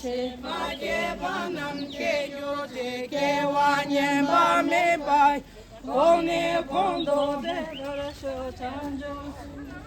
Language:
Tibetan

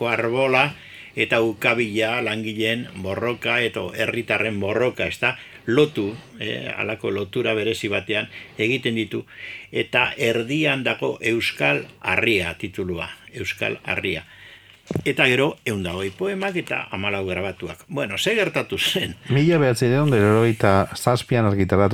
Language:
Basque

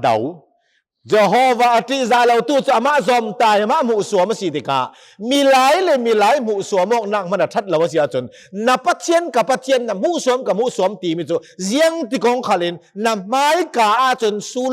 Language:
Hakha Chin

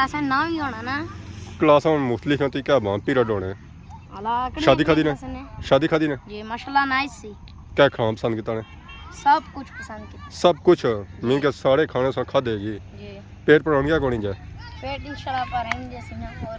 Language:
Pahari-Potwari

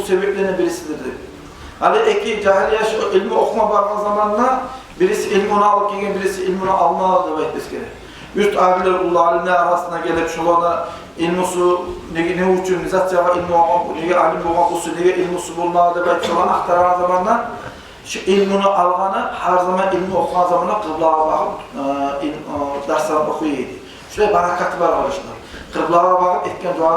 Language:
Kumyk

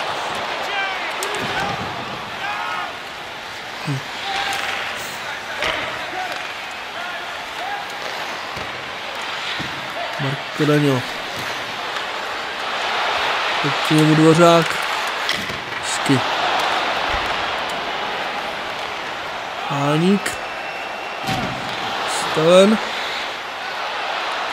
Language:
Czech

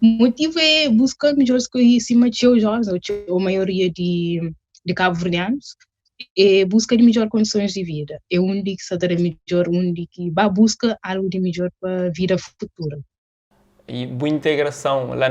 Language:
Kabuverdianu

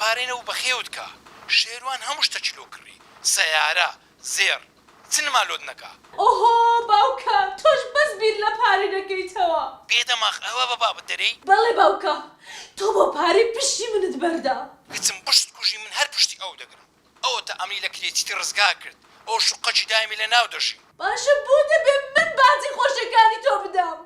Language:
Central Kurdish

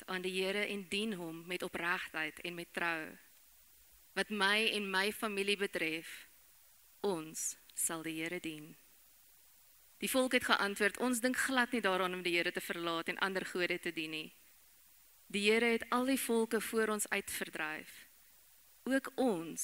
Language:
Afrikaans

